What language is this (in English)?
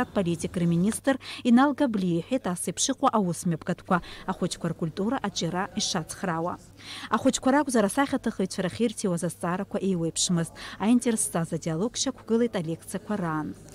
Abkhazian